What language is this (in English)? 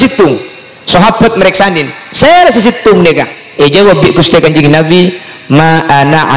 Madurese